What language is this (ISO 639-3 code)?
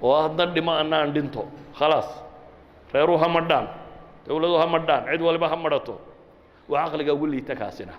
som